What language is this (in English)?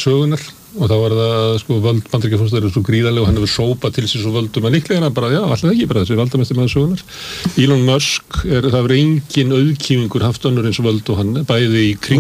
Icelandic